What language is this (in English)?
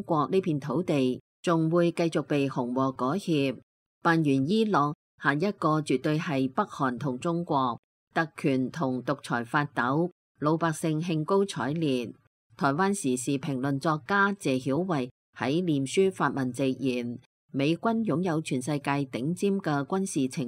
Cantonese